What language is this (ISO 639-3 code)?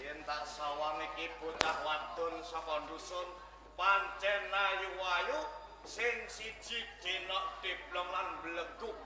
jav